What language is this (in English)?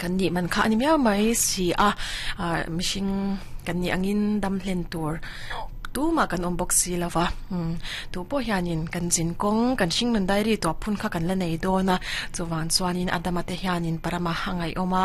Mizo